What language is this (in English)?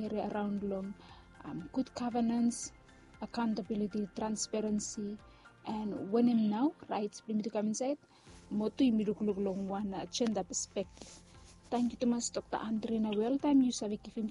Bislama